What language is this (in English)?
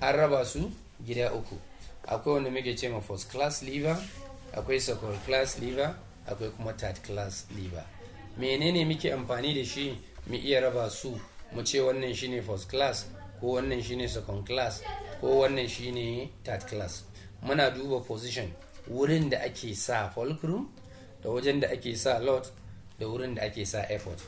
Hausa